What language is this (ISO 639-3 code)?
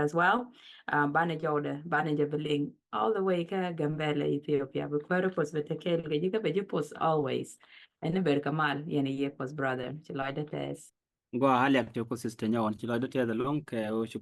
nus